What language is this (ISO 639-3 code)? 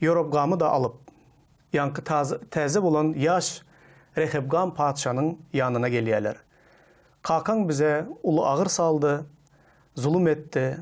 tuk